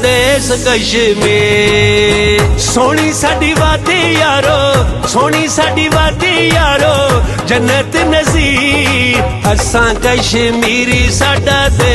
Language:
Pahari-Potwari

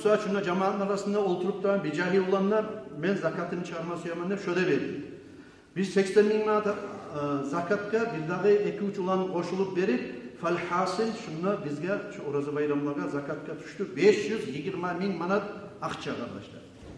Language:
Kumyk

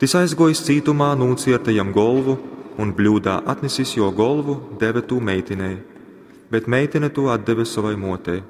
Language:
Latgalian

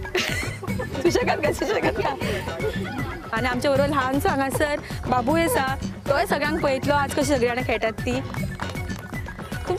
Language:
Konkani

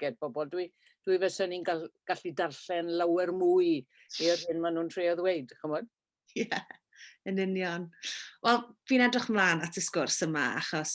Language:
Welsh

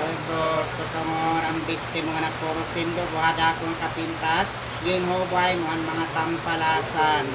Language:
Waray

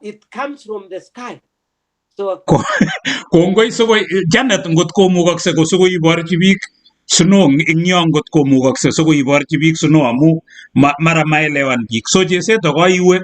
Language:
Kalenjin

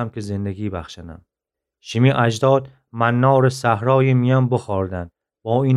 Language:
Gilaki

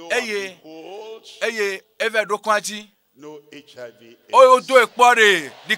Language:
Ewe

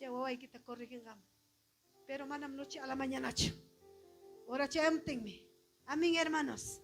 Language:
Ayacucho Quechua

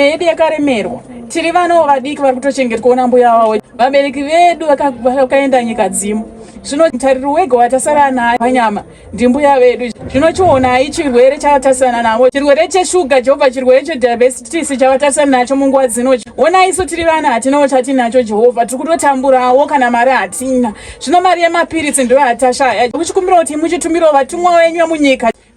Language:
Shona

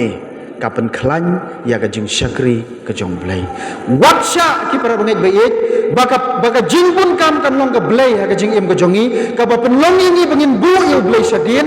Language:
Khasi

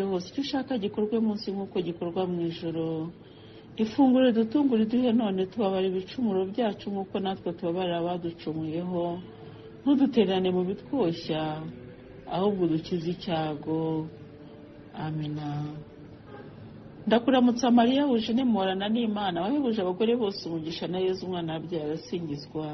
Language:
Kinyarwanda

